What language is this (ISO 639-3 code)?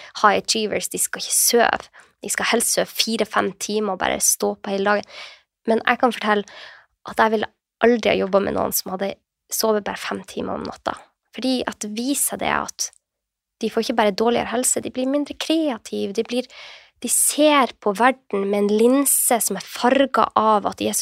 nor